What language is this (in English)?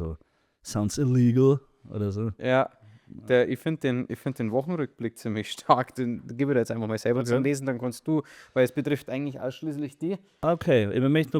Bavarian